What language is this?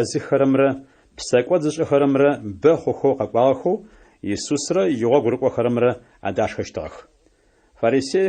Adyghe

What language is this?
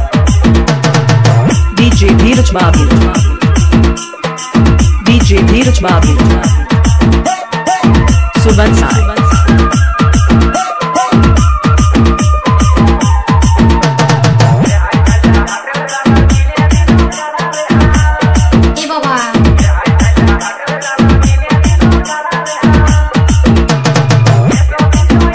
Bhojpuri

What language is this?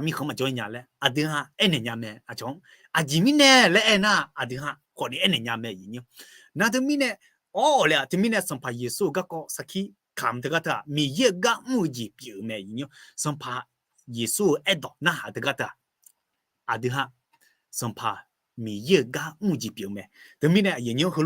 Akha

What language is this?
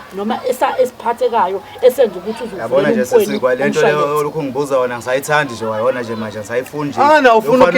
Zulu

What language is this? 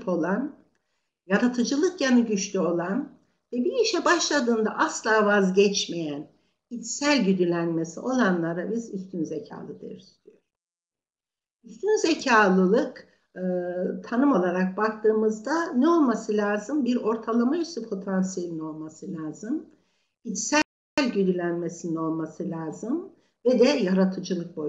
Turkish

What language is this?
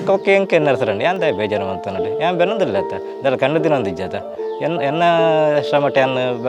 Tulu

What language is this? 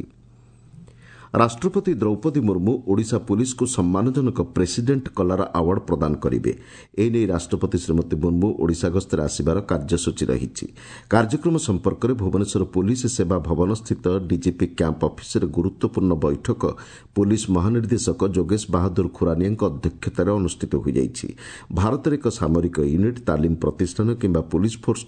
Odia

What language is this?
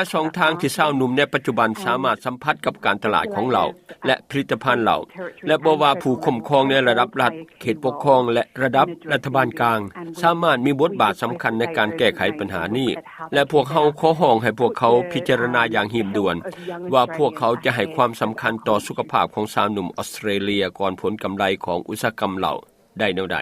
Lao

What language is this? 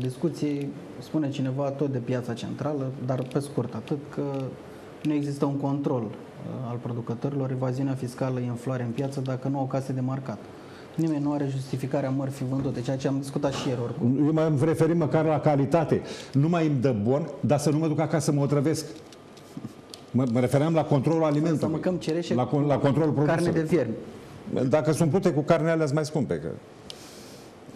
Romanian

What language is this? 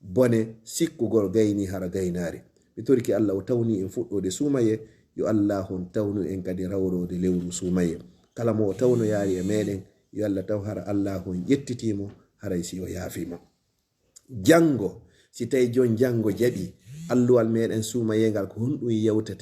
Fula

